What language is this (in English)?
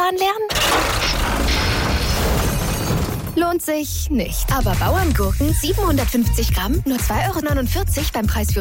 German